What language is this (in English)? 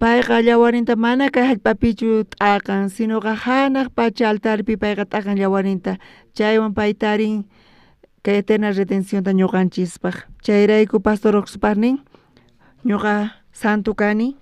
South Bolivian Quechua